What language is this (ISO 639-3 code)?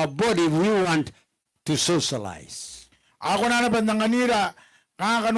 gil